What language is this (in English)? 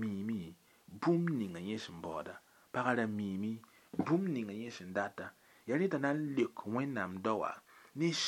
Mossi